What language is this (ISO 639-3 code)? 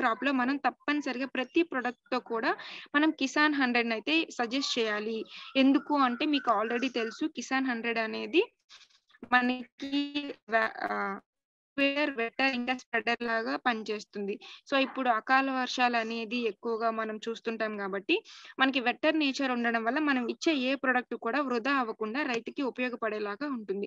tel